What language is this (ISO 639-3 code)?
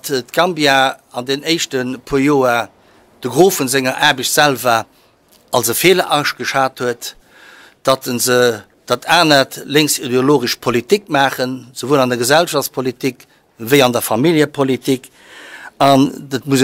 ltz